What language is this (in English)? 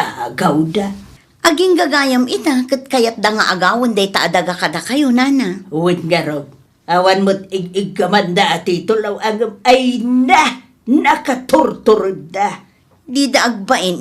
Iloko